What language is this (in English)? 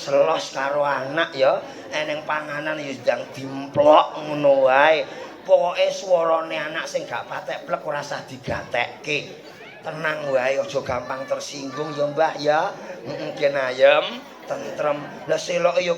Javanese